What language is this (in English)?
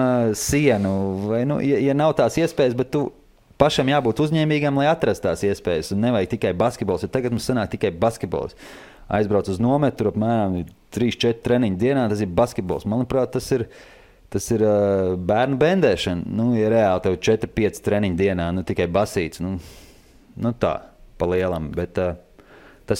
Latvian